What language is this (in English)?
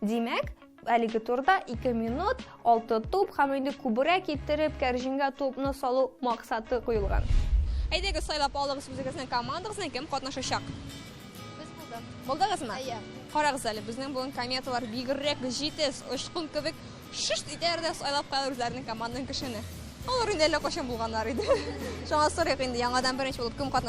Tatar